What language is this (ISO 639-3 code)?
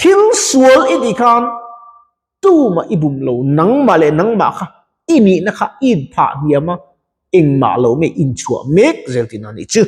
lus